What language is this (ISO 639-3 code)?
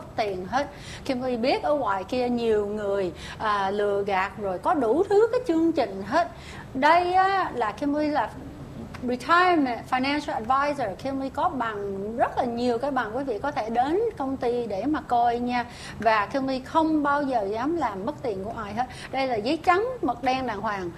vie